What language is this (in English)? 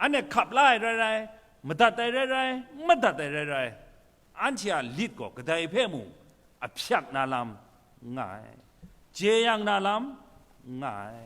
Kachin